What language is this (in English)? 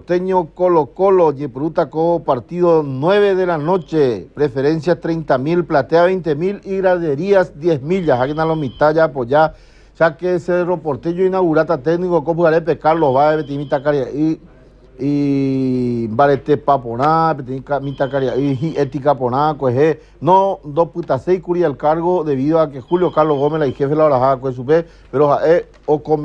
Guarani